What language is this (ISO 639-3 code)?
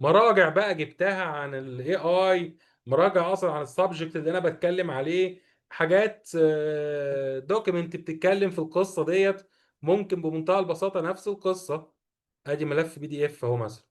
arz